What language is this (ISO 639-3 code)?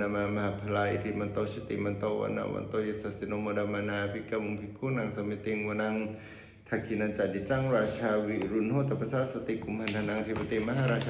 pli